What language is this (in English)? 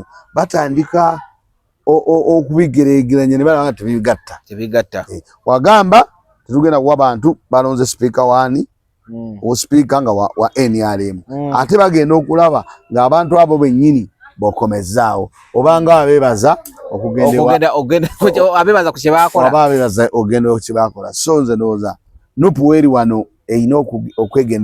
Ganda